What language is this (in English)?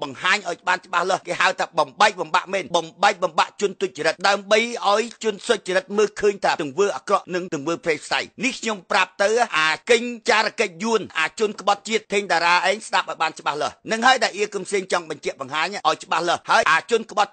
Khmer